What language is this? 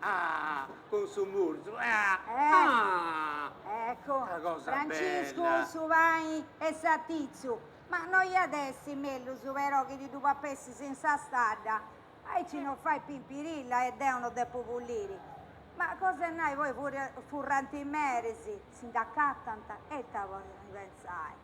Sardinian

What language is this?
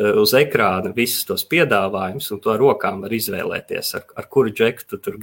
Latvian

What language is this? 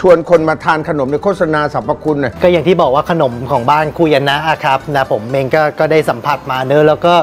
Thai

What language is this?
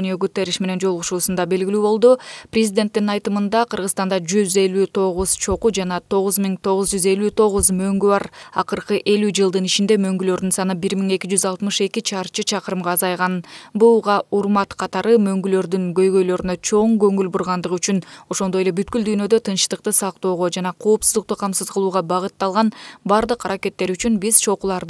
Kyrgyz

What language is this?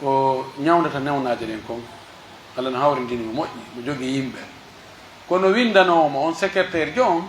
Pular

